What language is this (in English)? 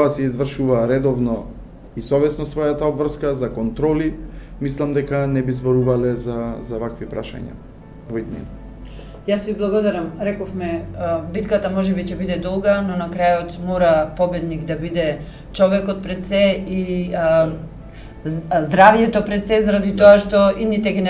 Macedonian